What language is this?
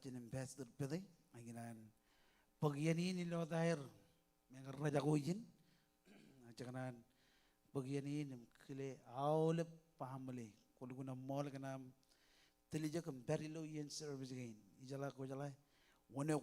Marshallese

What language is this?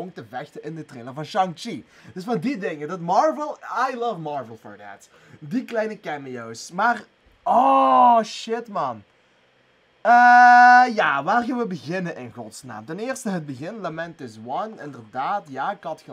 Dutch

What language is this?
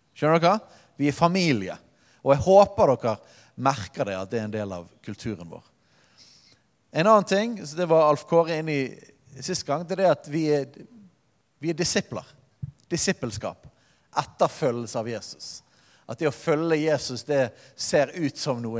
Norwegian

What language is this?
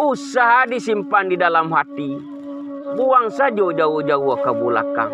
Minangkabau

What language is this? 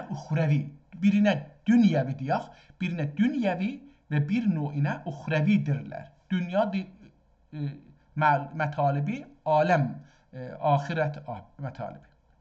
South Azerbaijani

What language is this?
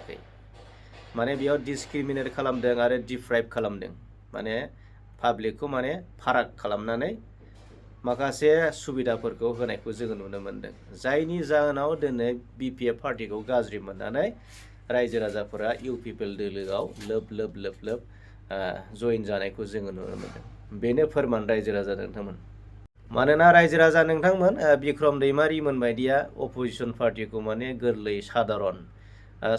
Bodo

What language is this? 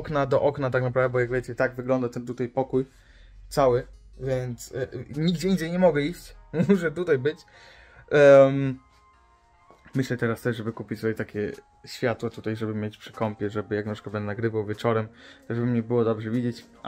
Polish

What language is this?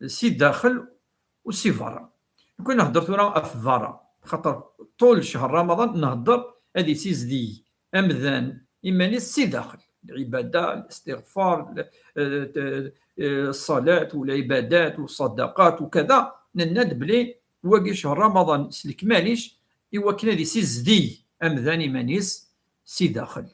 Kabyle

